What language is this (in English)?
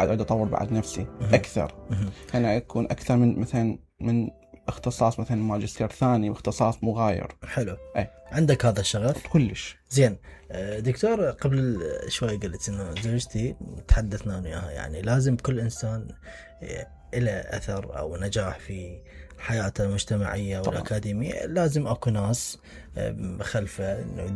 Mesopotamian Arabic